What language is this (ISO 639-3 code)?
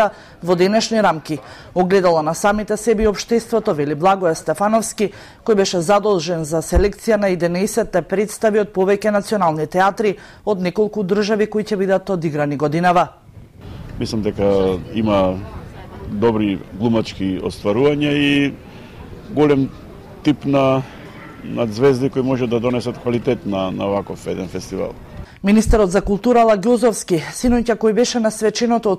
mkd